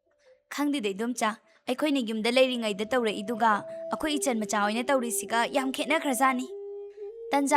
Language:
Manipuri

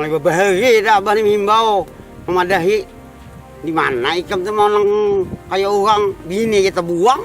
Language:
Banjar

